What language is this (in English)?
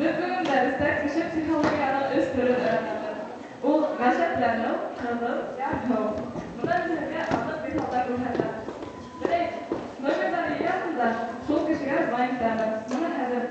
Bashkir